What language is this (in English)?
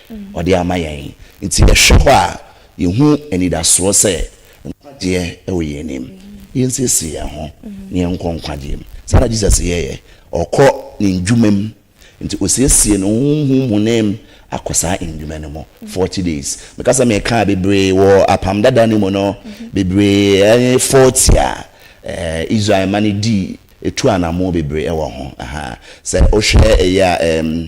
Akan